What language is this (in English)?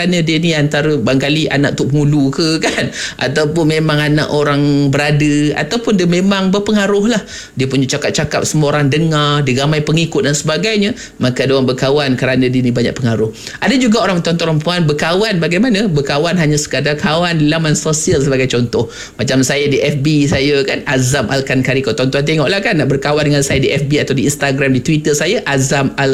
Malay